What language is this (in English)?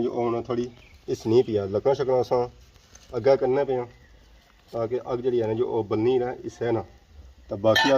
Pahari-Potwari